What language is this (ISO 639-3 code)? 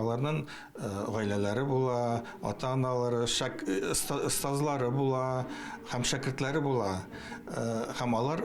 tat